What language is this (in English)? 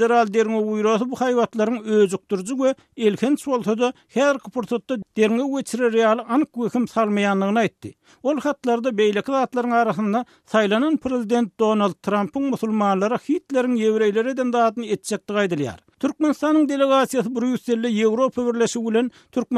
Turkmen